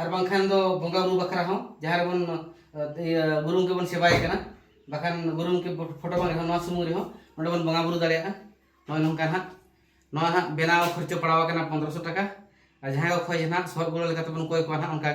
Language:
Santali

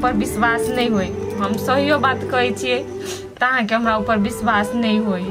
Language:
Maithili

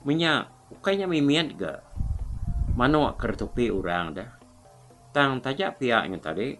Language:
Iban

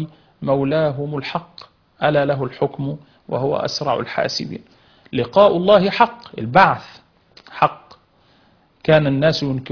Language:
Arabic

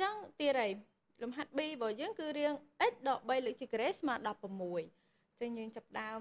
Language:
Khmer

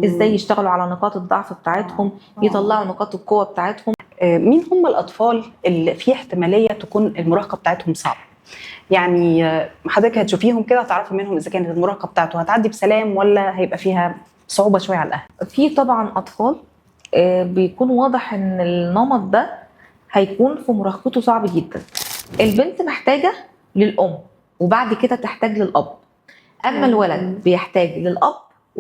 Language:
Egyptian Arabic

